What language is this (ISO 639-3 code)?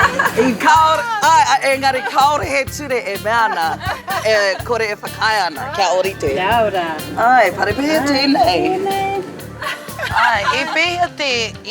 mri